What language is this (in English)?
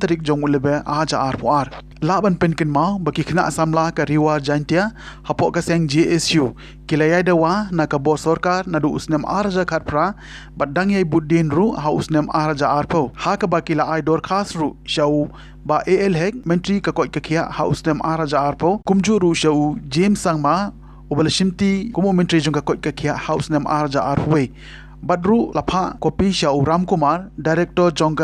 Khasi